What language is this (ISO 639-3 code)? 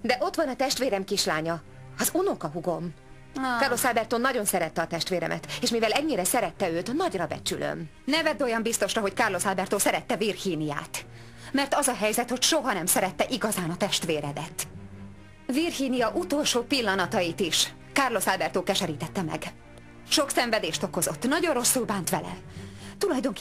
hun